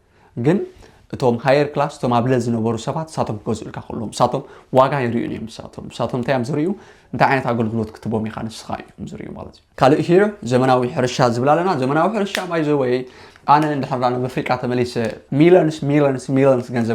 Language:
Tigrinya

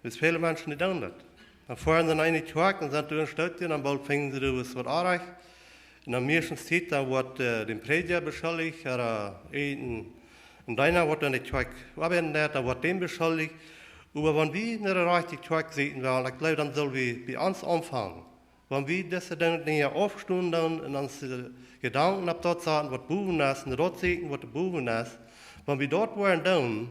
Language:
Plautdietsch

